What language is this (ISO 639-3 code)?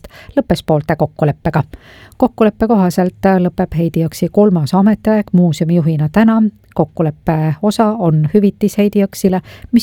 est